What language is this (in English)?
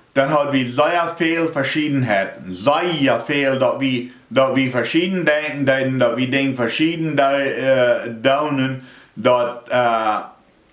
Plautdietsch